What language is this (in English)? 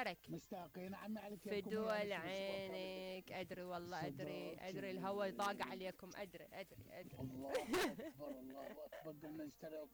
Mesopotamian Arabic